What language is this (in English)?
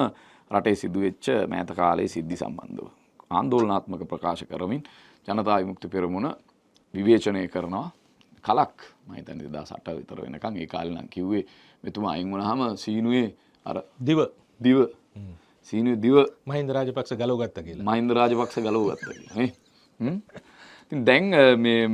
Sinhala